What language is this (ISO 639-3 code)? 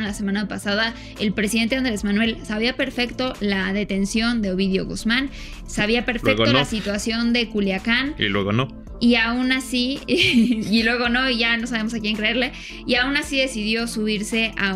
spa